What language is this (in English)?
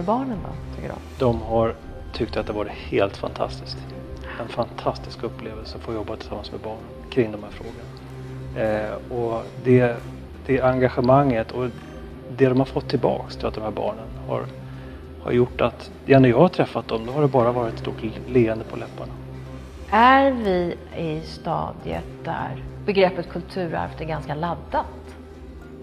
Swedish